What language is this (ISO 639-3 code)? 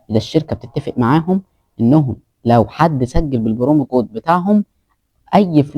arz